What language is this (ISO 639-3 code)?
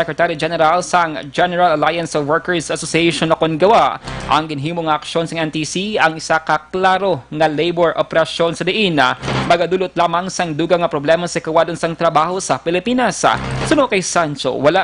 hil